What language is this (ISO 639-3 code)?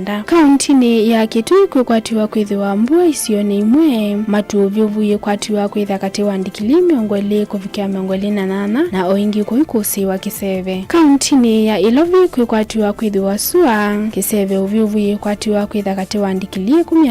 kam